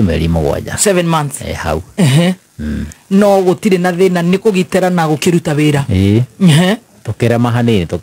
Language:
Kikuyu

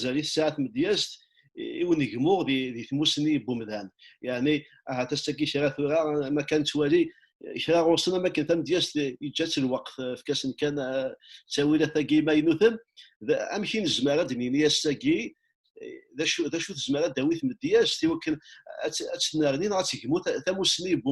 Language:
Kabyle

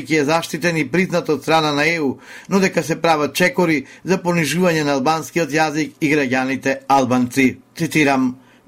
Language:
Macedonian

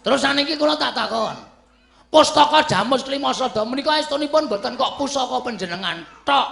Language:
Javanese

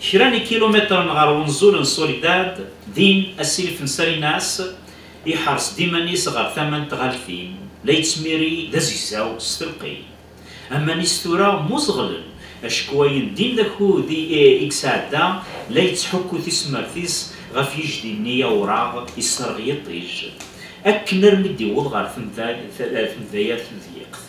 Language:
Kabyle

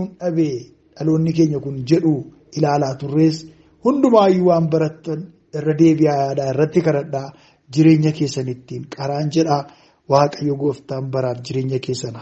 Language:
Oromo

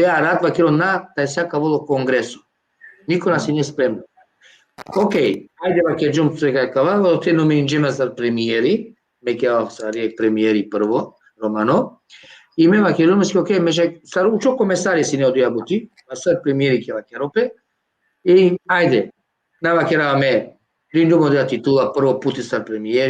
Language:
Balkan Romani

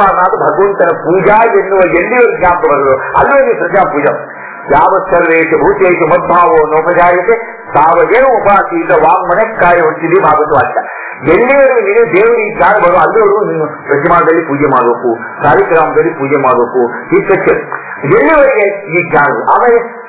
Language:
Kannada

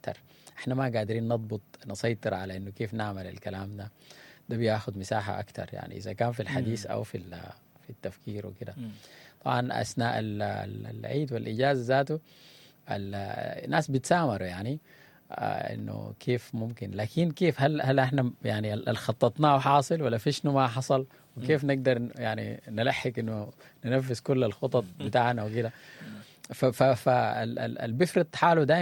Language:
Sudanese Arabic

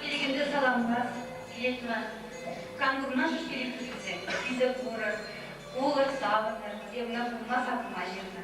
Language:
Chuvash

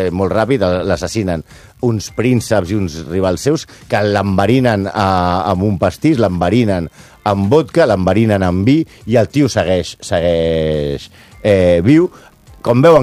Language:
Catalan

